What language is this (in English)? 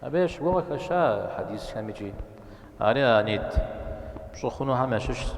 Kabardian